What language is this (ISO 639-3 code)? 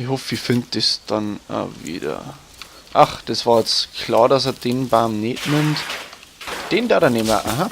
bar